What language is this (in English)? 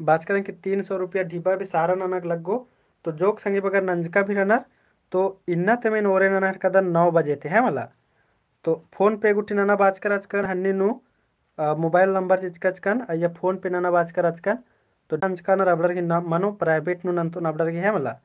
Kurukh